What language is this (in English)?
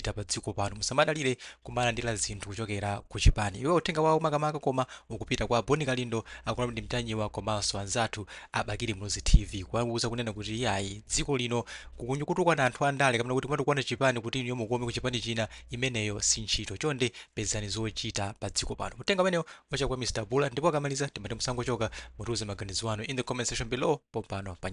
Nyanja